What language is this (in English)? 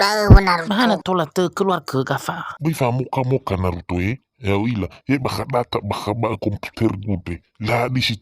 Nias